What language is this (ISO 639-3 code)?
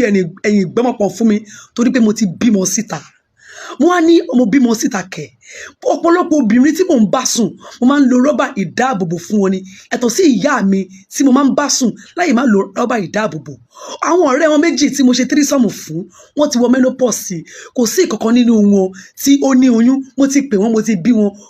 yor